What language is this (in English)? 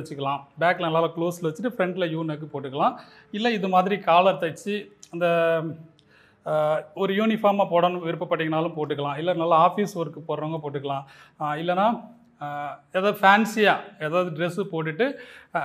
Tamil